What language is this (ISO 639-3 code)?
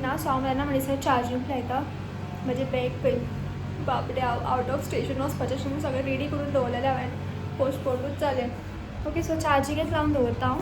kok